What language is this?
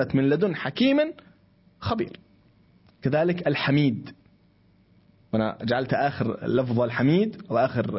Arabic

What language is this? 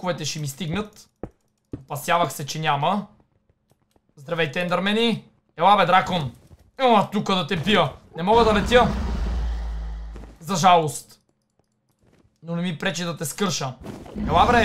Bulgarian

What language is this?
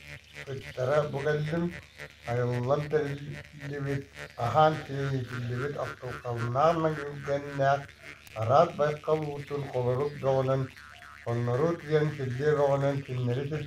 Yakut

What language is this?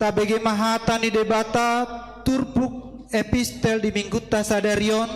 Batak Toba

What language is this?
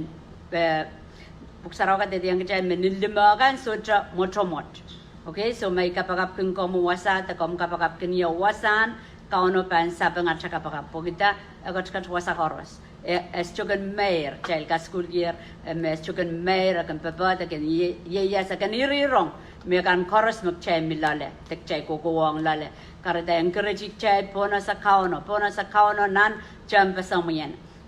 Pohnpeian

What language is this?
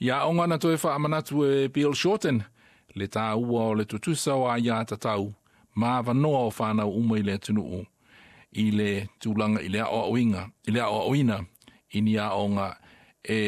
Samoan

